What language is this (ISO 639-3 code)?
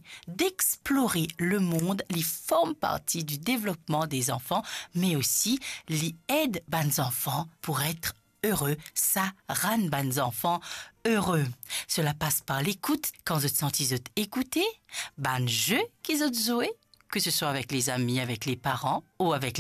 mfe